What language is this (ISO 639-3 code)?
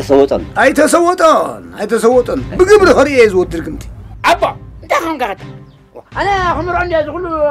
tir